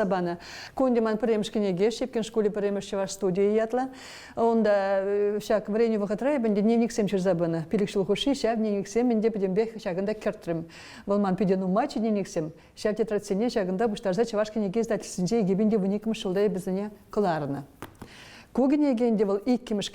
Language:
Chuvash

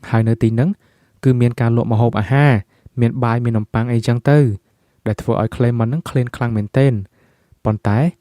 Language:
Khmer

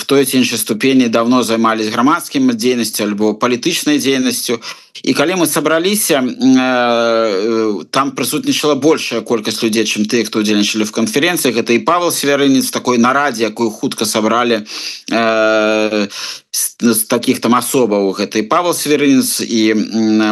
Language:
Belarusian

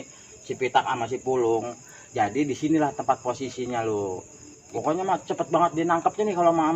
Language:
Betawi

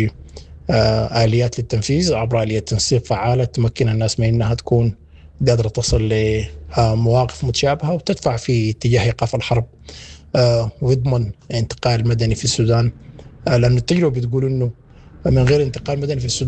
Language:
Sudanese Arabic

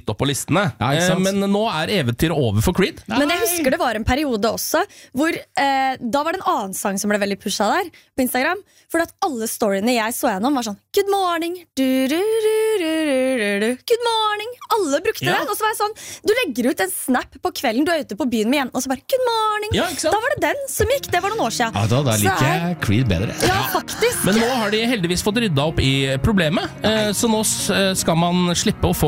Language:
Norwegian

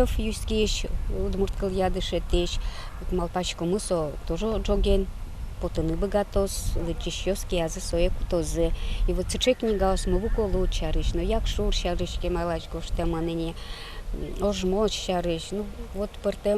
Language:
Udmurt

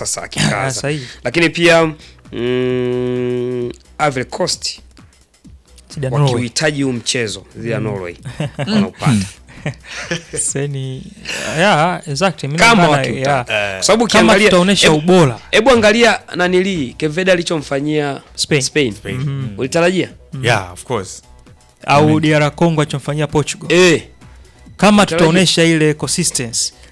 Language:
Swahili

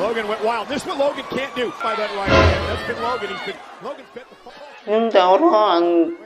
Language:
Kok Borok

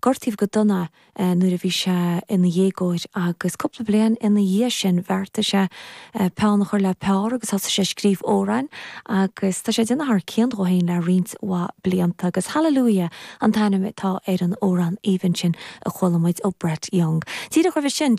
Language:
Irish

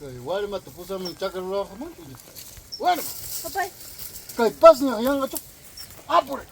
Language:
Ayacucho Quechua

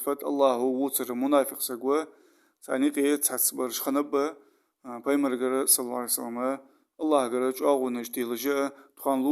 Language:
Ingush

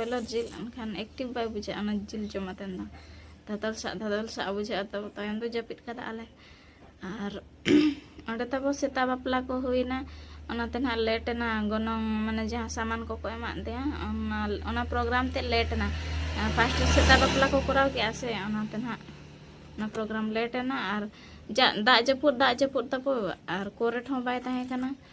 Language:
Santali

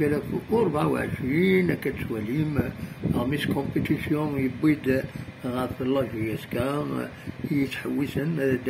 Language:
Kabyle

